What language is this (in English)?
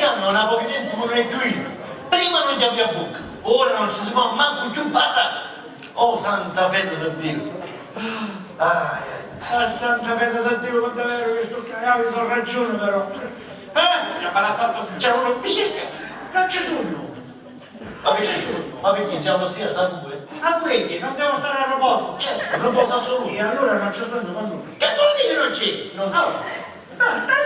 Sicilian